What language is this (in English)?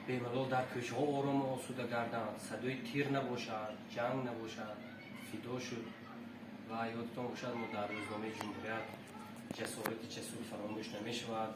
Tajik